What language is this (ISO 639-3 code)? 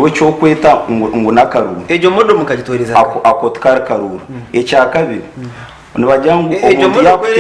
nyn